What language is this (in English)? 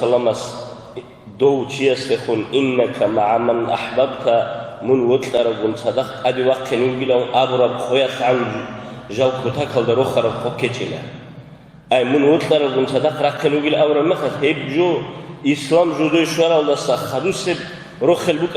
Avaric